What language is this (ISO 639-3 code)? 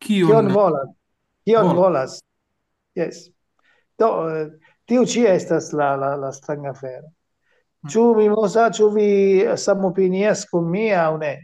epo